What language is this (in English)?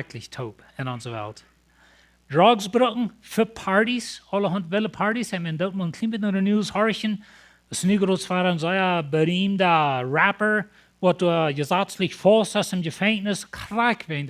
Plautdietsch